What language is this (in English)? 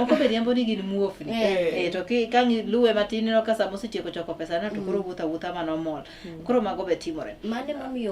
Luo (Kenya and Tanzania)